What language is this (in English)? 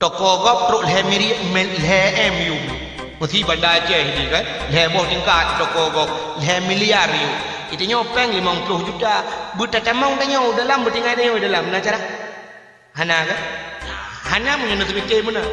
Achinese